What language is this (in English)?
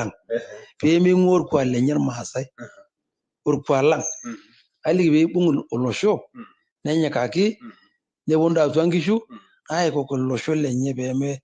Masai